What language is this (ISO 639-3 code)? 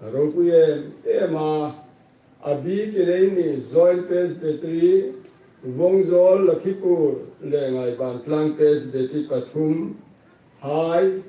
hmr